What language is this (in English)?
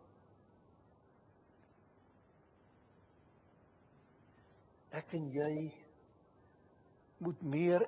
Afrikaans